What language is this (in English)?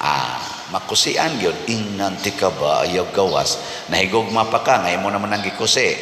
Cebuano